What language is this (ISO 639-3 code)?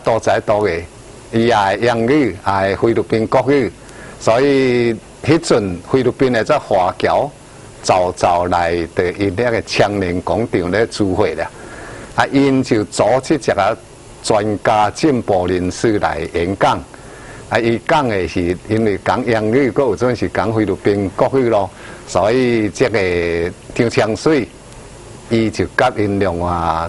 nan